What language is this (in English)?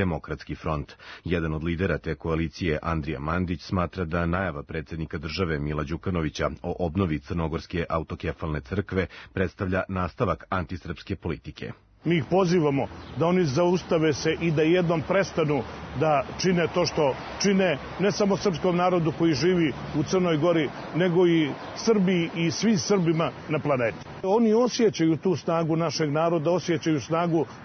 Serbian